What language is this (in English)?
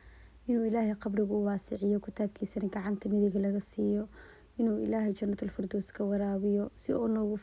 Somali